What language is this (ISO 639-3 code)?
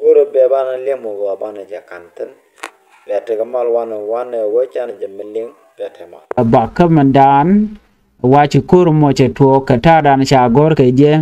nus